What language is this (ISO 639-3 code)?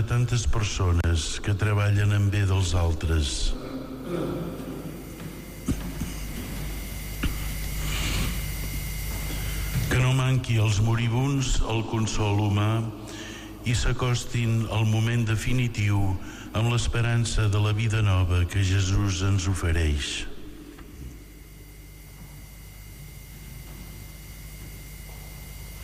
cat